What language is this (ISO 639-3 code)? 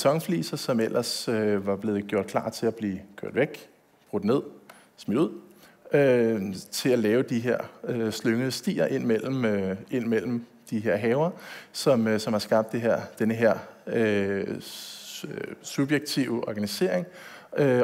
dan